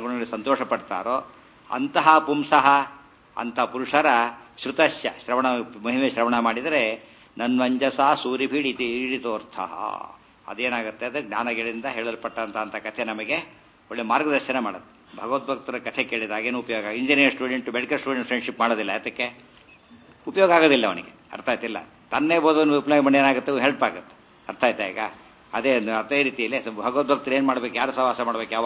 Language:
Kannada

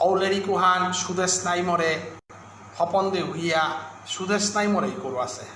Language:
Bishnupriya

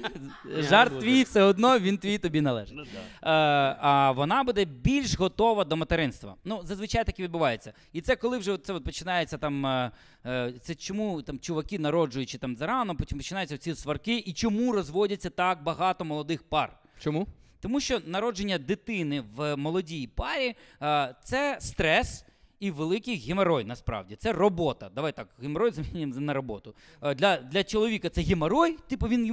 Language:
Ukrainian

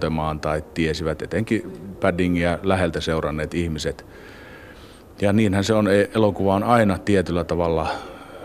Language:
Finnish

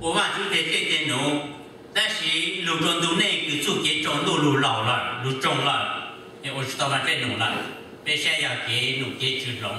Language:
Hmong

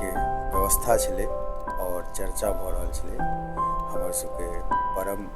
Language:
Maithili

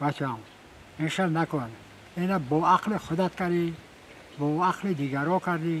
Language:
Tajik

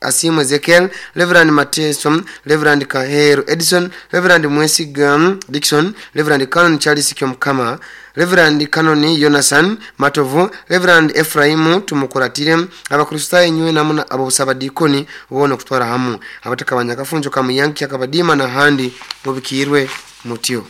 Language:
Nyoro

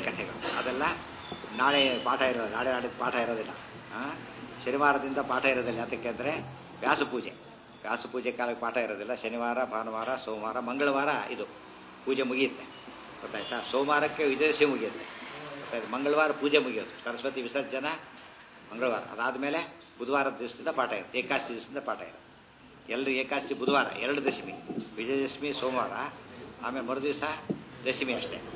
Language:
Kannada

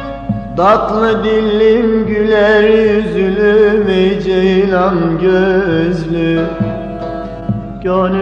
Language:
Turkish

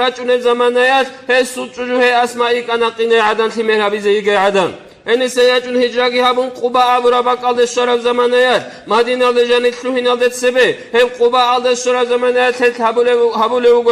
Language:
Avaric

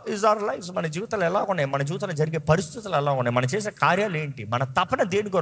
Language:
Telugu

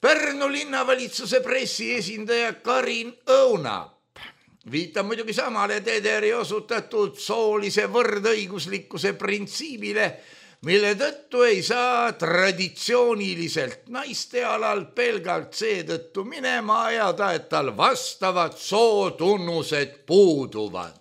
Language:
Estonian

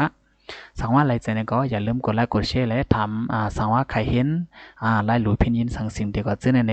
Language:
Shan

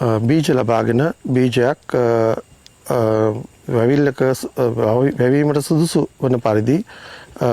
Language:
Sinhala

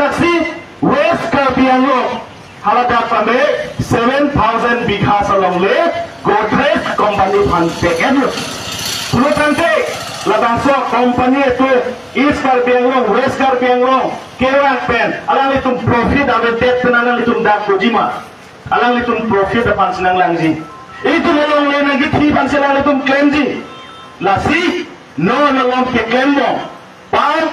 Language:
Karbi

